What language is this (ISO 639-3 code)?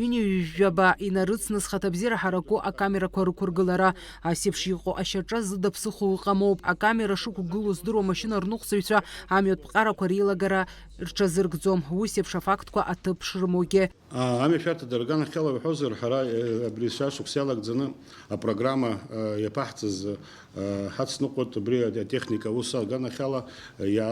abk